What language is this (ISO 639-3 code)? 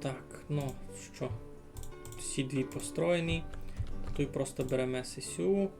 rue